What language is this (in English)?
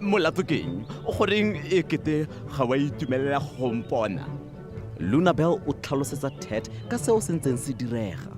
Tswana